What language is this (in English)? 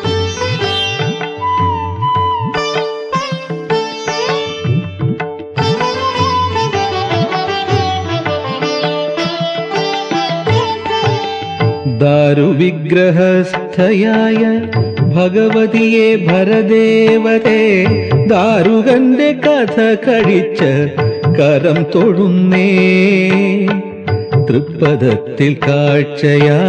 Malayalam